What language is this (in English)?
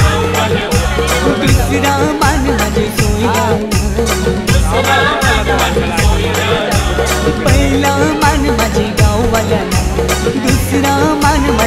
Marathi